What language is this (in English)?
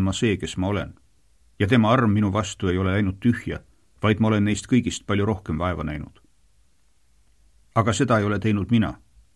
Estonian